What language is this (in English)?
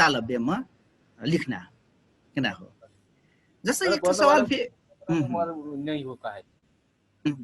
Dangaura Tharu